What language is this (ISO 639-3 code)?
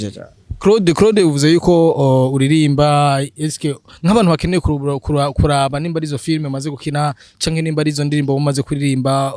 run